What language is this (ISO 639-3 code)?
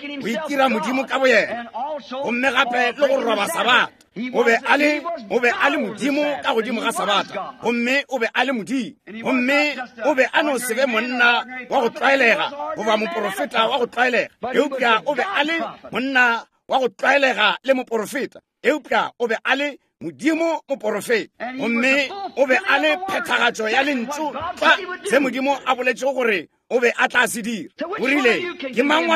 nso